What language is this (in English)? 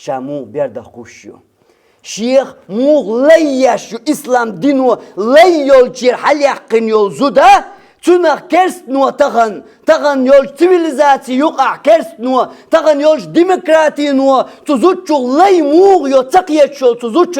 Chechen